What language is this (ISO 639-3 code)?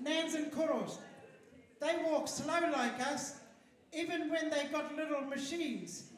mri